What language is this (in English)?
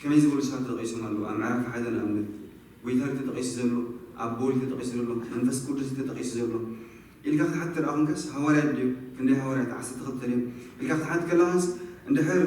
Tigrinya